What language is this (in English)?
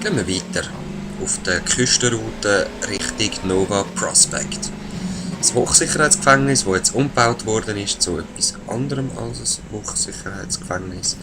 Swiss German